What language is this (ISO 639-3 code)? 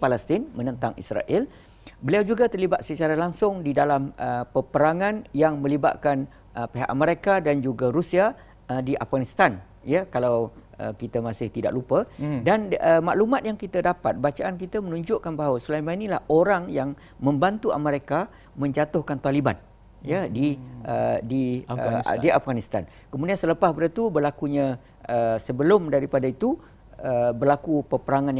msa